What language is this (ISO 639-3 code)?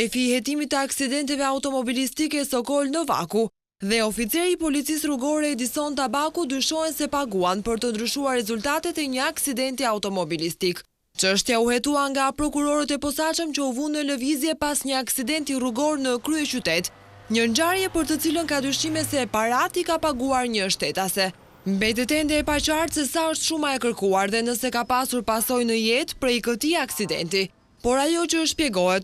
sqi